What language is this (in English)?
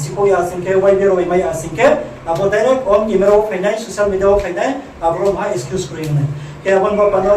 Riang (India)